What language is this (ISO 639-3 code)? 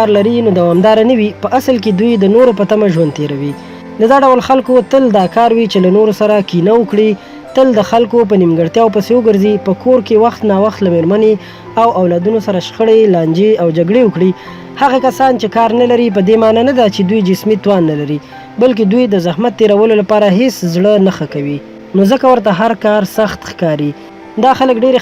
pus